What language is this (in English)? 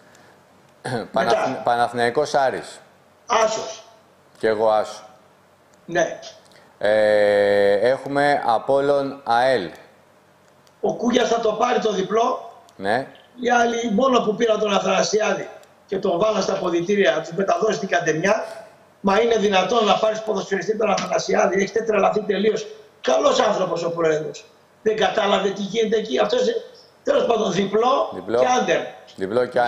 Greek